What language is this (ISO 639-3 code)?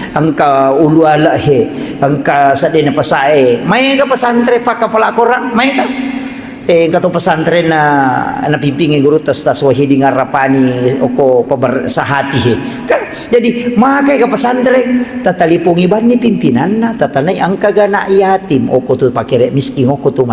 bug